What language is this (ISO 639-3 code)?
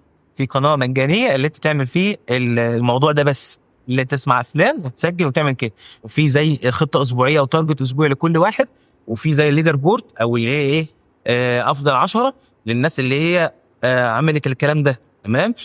arz